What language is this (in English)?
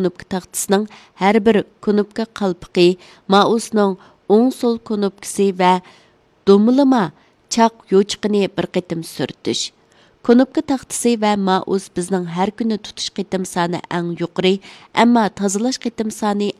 Uyghur